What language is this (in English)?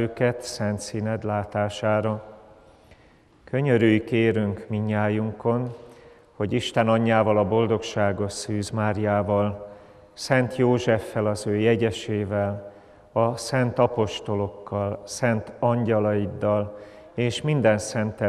Hungarian